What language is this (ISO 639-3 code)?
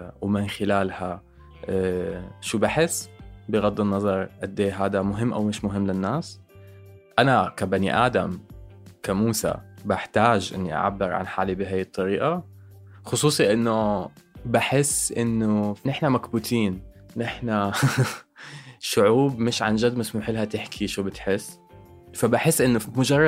apc